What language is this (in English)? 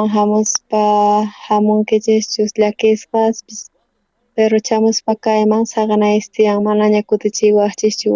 South Bolivian Quechua